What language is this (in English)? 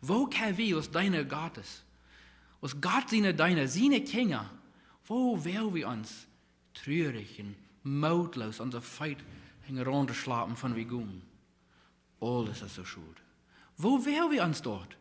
Plautdietsch